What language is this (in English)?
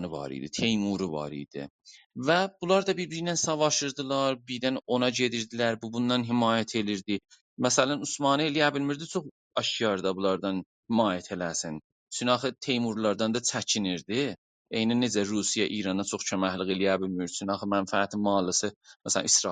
South Azerbaijani